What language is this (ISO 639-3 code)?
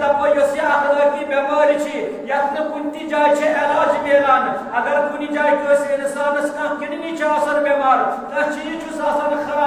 kas